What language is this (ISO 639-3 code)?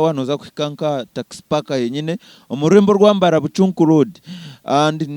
nyn